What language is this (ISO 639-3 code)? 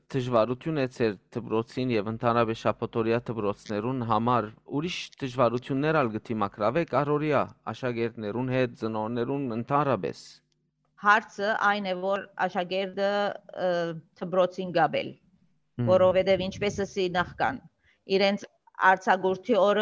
hyw